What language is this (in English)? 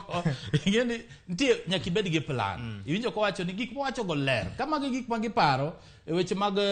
Luo (Kenya and Tanzania)